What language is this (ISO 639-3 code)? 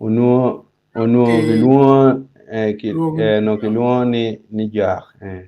ach